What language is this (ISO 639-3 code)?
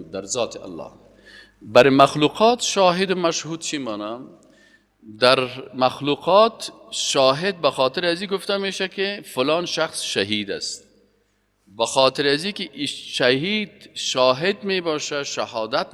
fas